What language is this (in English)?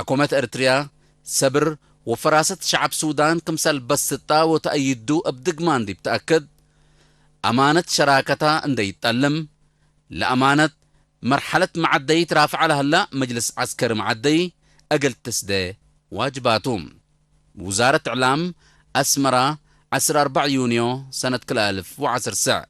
Tigre